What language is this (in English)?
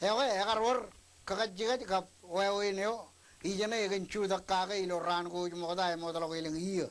Marshallese